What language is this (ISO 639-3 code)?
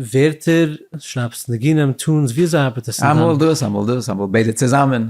yid